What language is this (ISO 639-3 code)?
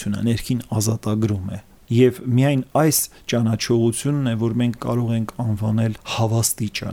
hye